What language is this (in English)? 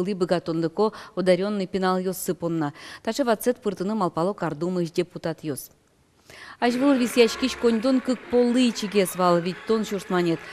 Udmurt